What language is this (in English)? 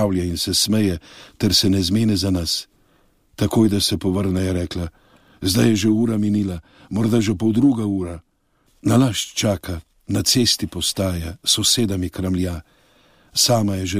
Slovenian